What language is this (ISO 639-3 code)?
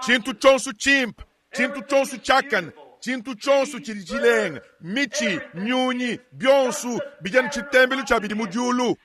lua